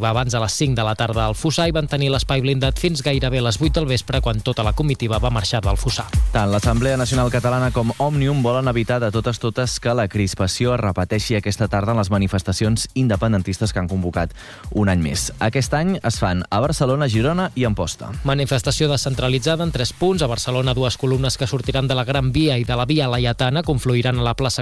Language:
Catalan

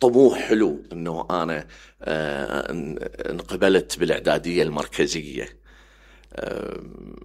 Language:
Mesopotamian Arabic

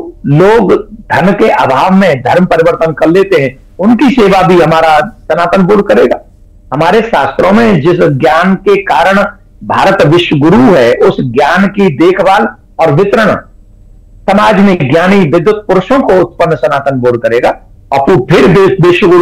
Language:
Hindi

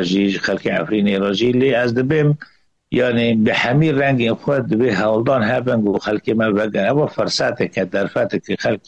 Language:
Kurdish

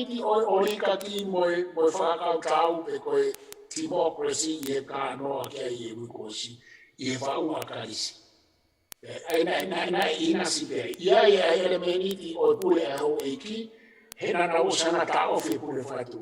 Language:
Tongan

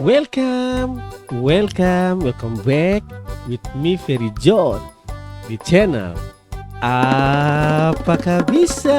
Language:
Ambonese Malay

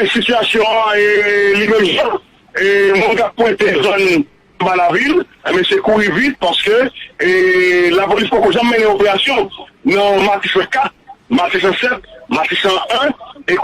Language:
Haitian Creole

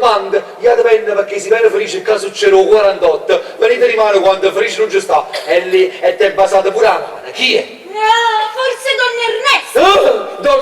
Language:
Neapolitan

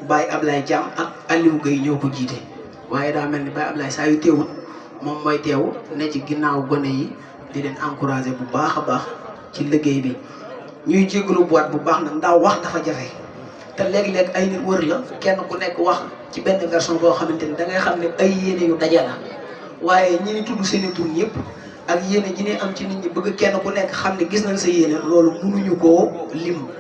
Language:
Wolof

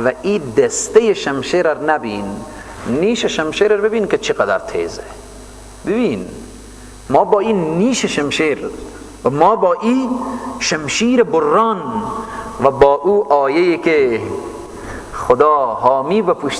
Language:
Persian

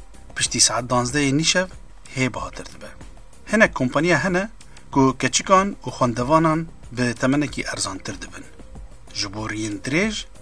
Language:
Kurdish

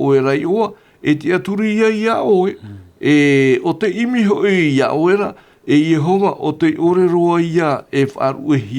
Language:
Tahitian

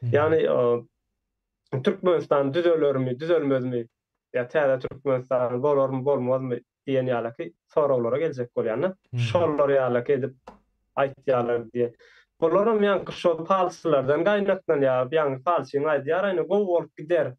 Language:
Turkmen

